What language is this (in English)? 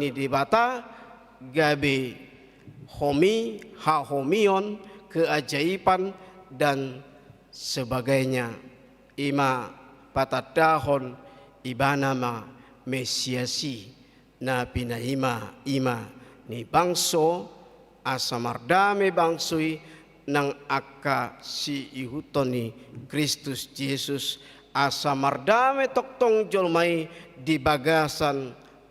Batak Toba